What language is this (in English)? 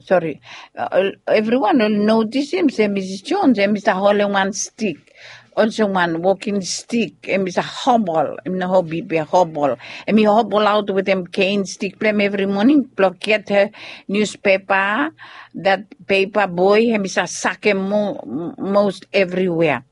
Bislama